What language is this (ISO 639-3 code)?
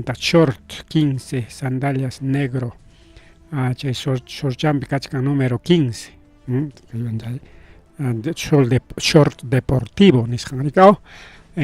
quy